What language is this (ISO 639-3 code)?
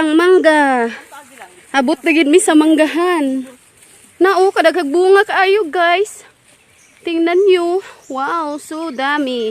ceb